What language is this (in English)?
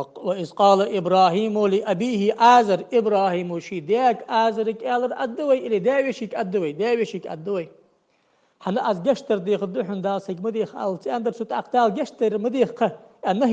Ingush